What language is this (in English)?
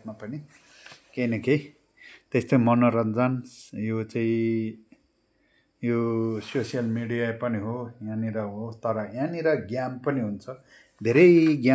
Nepali